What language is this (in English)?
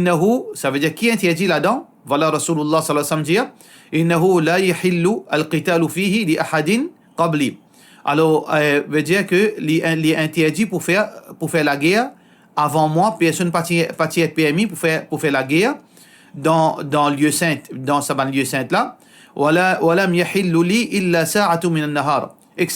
Morisyen